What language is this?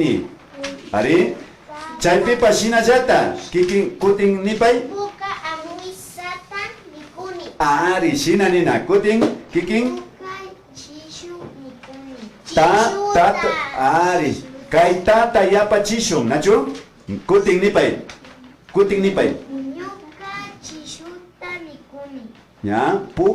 Imbabura Highland Quichua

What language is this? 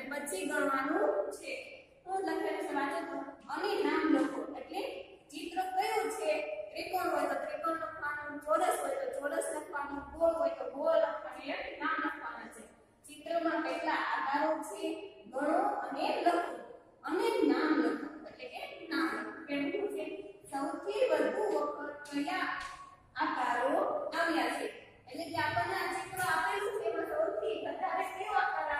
Gujarati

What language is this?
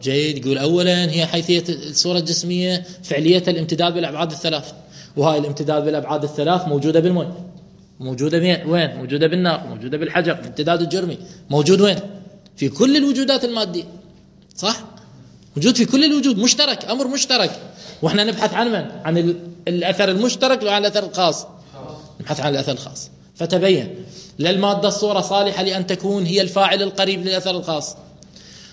Mesopotamian Arabic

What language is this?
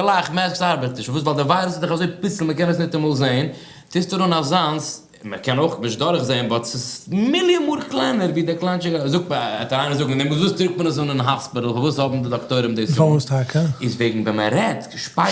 Yiddish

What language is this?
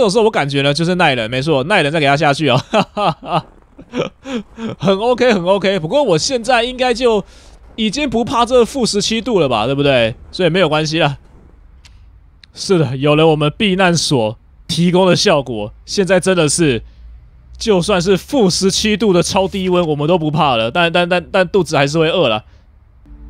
Chinese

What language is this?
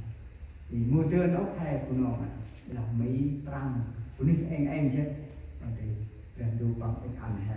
Central Mnong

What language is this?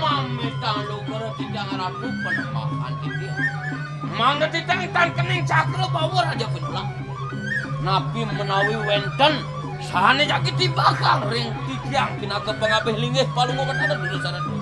Balinese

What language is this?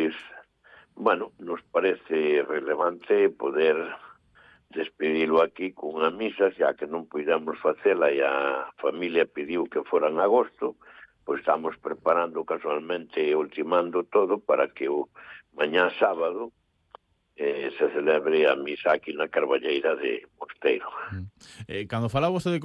Galician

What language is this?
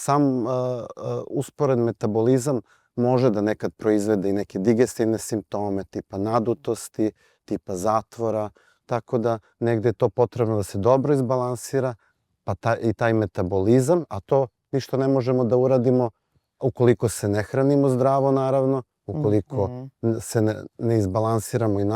Serbian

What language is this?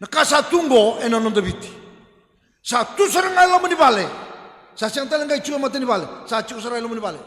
Fijian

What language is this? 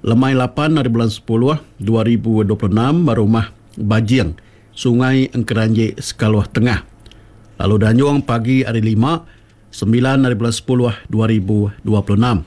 Iban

